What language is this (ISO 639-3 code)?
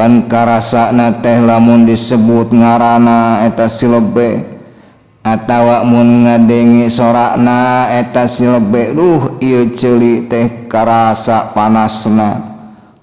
sun